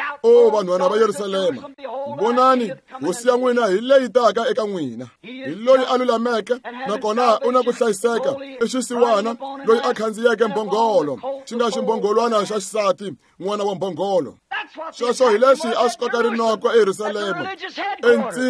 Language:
Tsonga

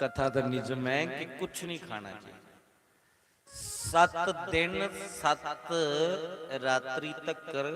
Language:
Dogri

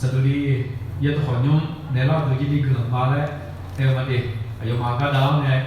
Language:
Akha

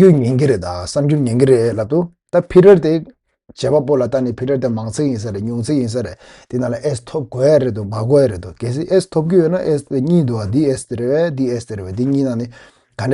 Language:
Tibetan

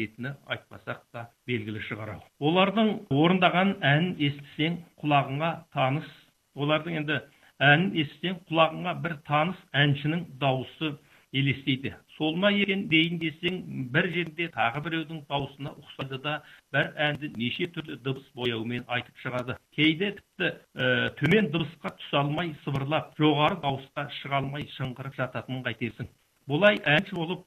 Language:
Kazakh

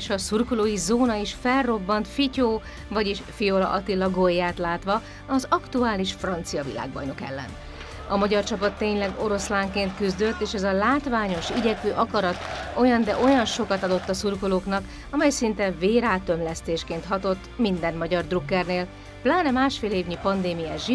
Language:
Hungarian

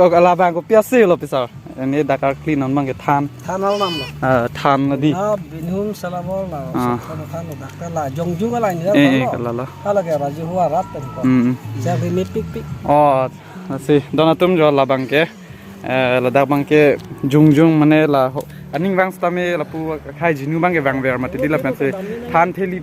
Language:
Karbi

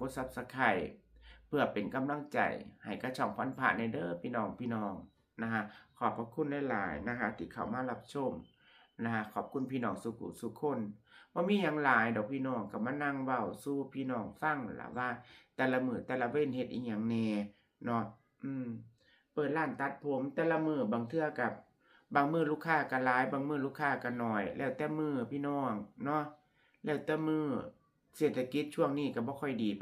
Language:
Northeastern Thai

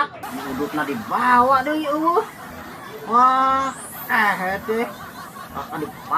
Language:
Sundanese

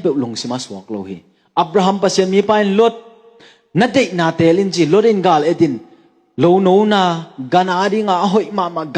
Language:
Tedim Chin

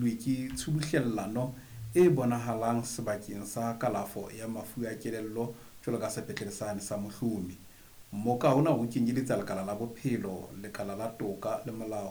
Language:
Southern Sotho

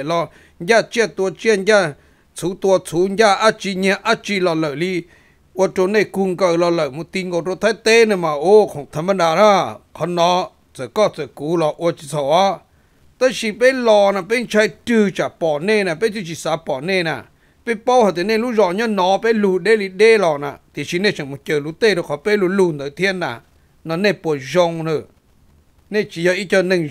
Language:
Vietnamese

